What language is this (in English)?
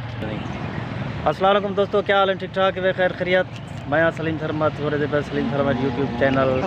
Saraiki